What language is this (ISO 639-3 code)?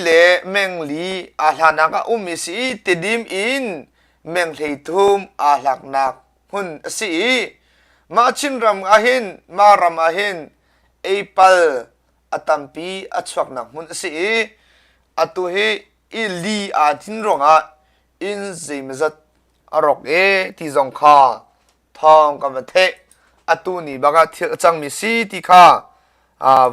cnh